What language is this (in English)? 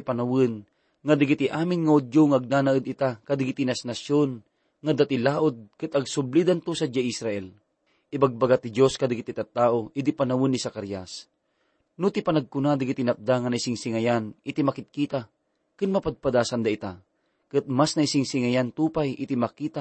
Iloko